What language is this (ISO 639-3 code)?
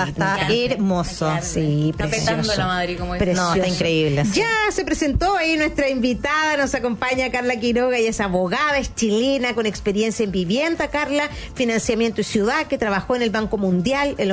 spa